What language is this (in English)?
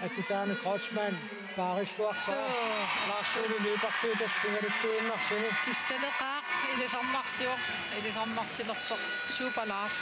Kalaallisut